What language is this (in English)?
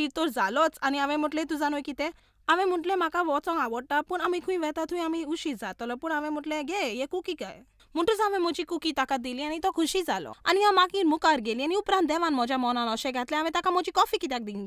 Konkani